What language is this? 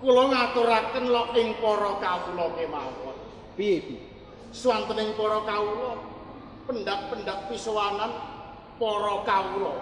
Javanese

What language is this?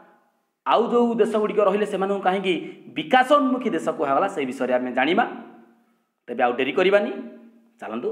Odia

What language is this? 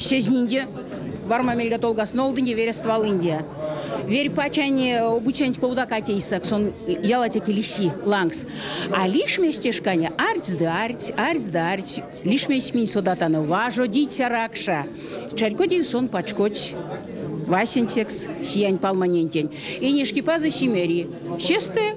Erzya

